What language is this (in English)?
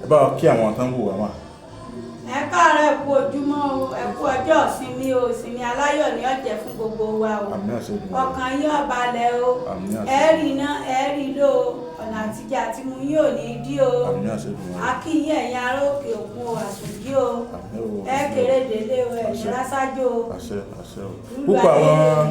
Yoruba